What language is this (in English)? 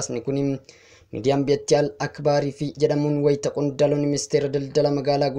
Oromo